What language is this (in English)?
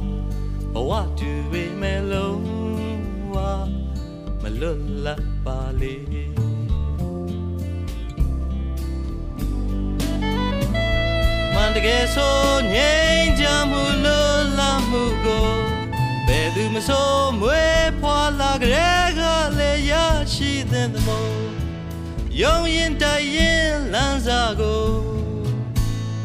Danish